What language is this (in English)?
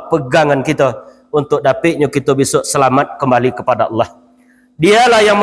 Minangkabau